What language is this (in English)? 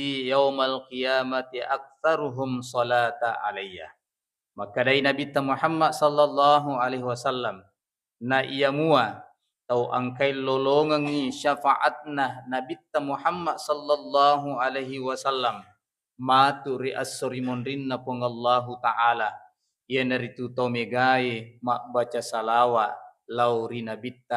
Buginese